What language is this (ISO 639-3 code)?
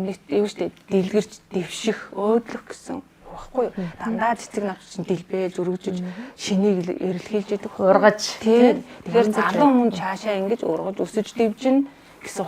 mon